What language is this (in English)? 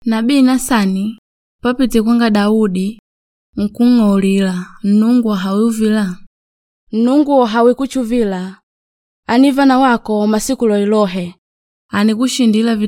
Makonde